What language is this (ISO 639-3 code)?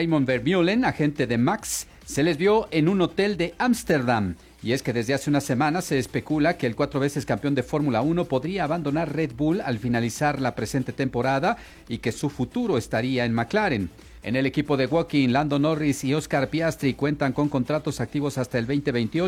spa